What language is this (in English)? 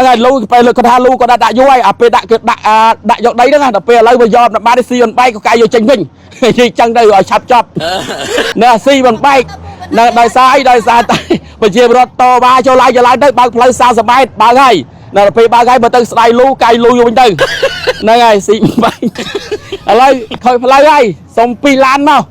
Khmer